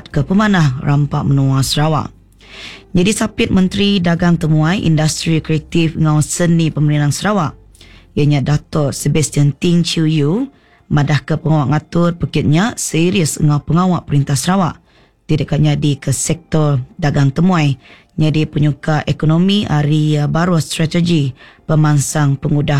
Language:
Iban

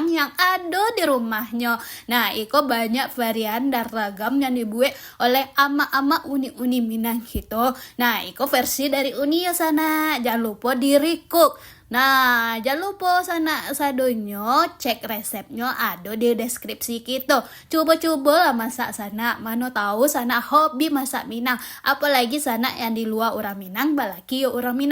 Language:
Minangkabau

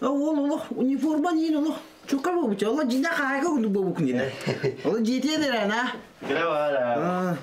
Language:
Yakut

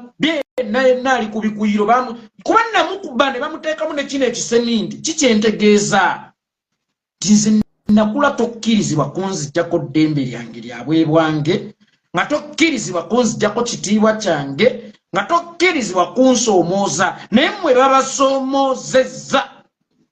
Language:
Ganda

